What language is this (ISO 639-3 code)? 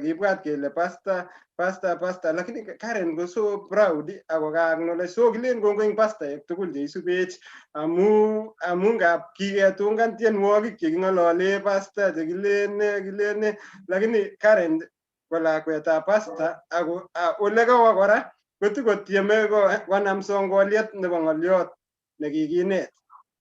kln